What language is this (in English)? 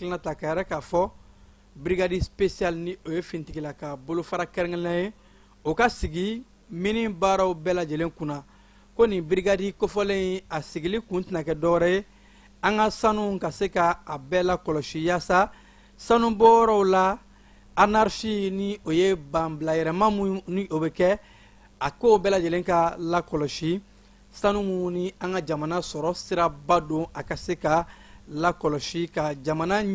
Bambara